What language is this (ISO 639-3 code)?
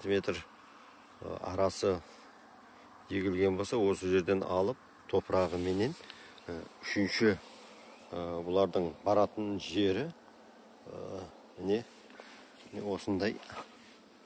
kaz